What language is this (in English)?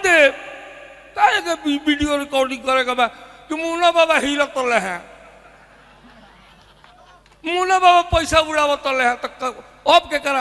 Bhojpuri